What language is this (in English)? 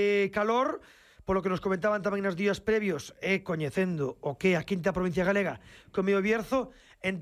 Galician